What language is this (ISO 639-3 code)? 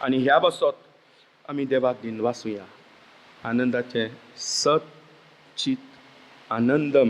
kok